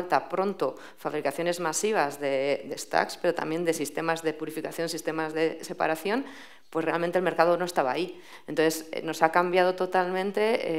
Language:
Spanish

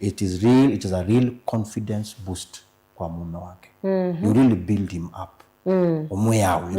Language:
Kamba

